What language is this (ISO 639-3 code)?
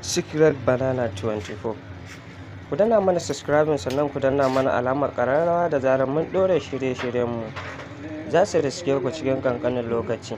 hau